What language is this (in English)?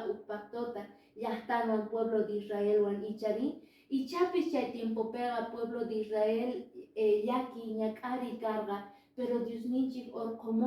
Quechua